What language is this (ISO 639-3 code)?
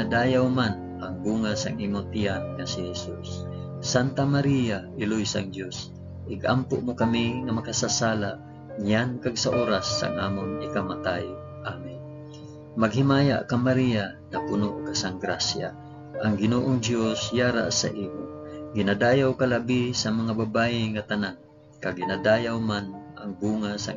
hil